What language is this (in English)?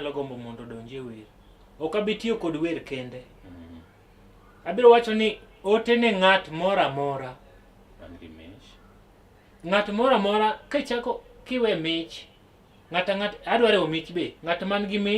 Luo (Kenya and Tanzania)